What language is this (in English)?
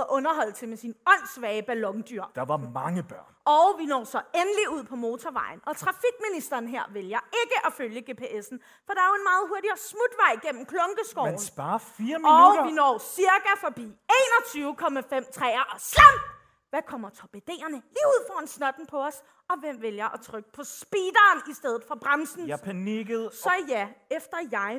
Danish